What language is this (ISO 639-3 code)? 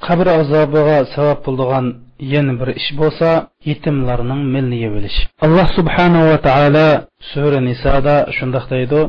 uig